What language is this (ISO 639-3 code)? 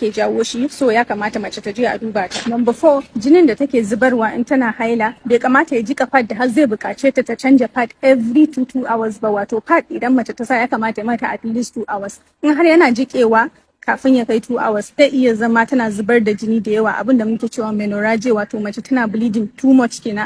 hau